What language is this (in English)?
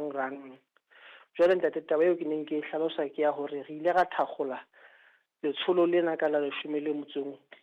Southern Sotho